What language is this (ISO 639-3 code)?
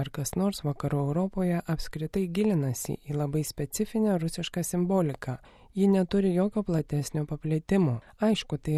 lit